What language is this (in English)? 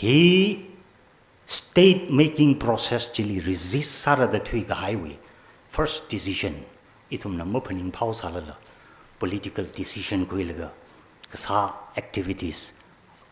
Tangkhul Naga (India)